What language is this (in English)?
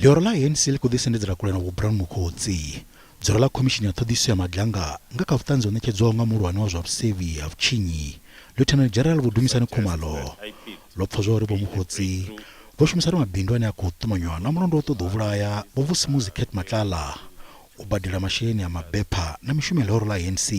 Venda